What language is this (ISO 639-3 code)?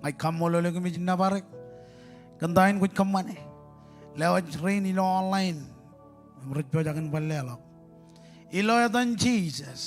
mah